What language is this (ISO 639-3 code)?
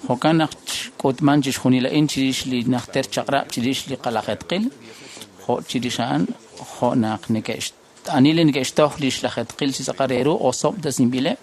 kek